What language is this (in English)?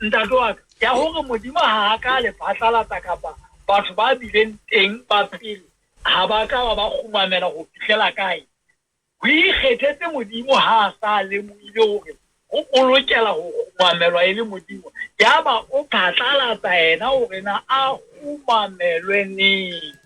Southern Sotho